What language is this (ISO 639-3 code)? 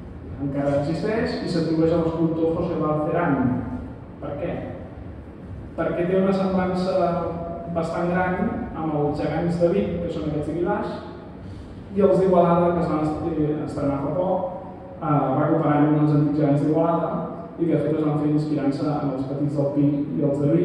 cat